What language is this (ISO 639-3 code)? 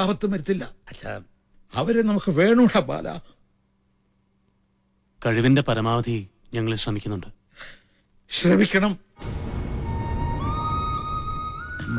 mal